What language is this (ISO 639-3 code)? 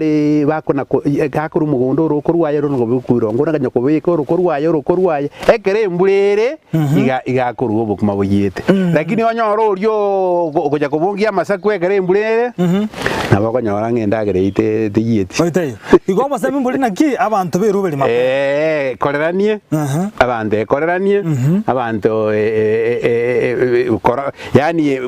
guz